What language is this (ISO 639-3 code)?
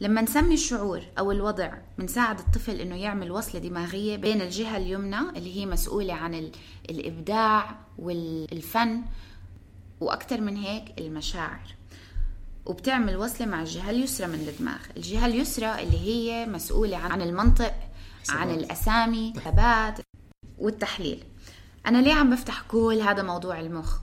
apc